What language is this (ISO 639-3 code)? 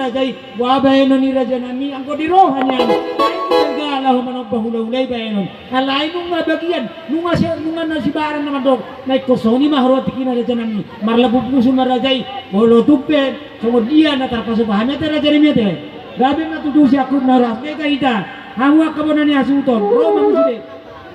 bbc